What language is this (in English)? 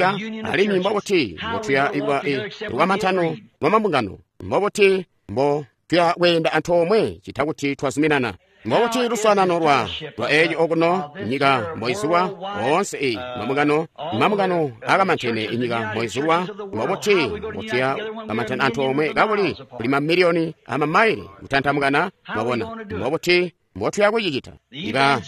Tonga (Zambia)